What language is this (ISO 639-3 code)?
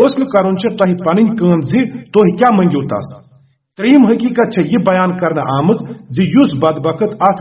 kas